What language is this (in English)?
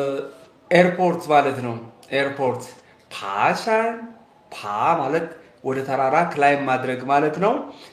Amharic